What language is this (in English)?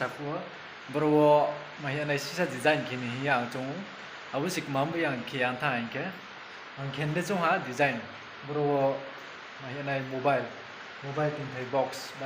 Riang (India)